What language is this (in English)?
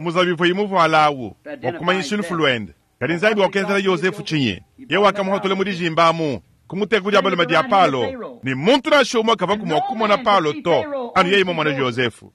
Luba-Lulua